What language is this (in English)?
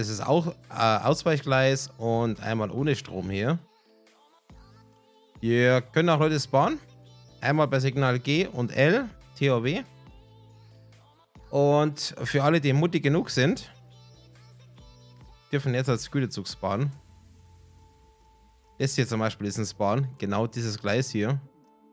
German